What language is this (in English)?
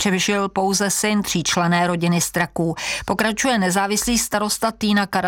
Czech